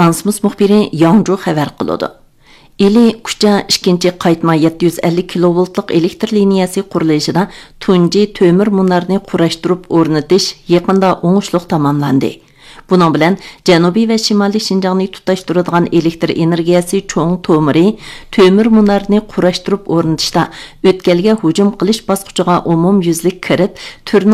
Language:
Uyghur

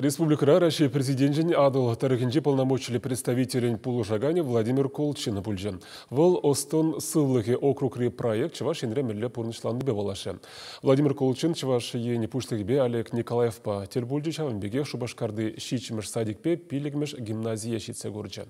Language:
Chuvash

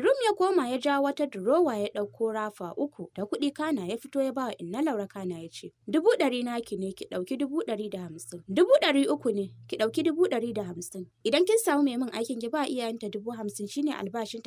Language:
Hausa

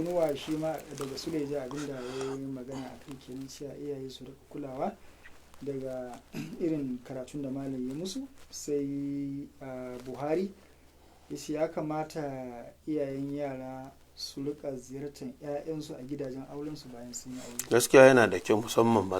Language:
Hausa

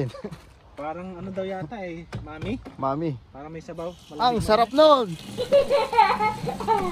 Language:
Filipino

